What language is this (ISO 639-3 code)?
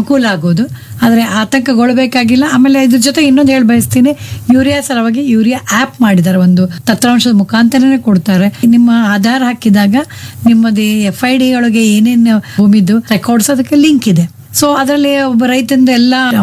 kan